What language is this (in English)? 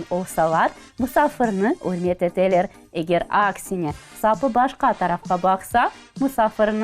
Crimean Tatar